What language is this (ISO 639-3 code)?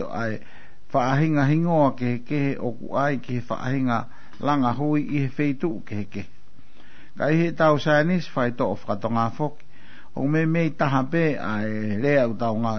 ton